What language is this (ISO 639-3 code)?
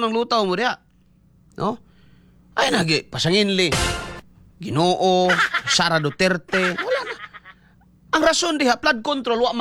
ceb